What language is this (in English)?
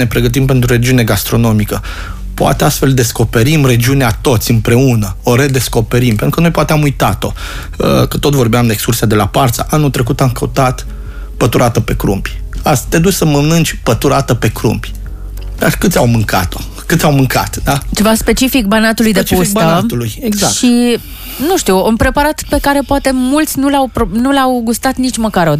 Romanian